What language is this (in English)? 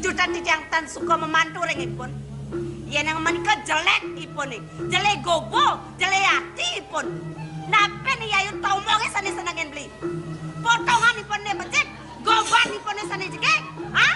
Balinese